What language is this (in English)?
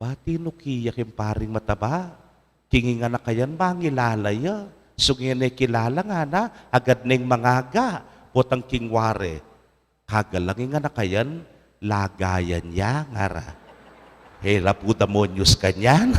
Pampanga